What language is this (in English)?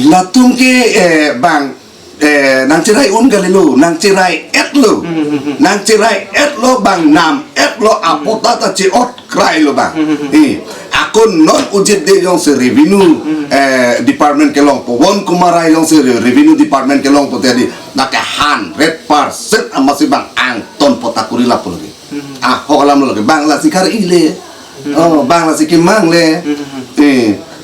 Karbi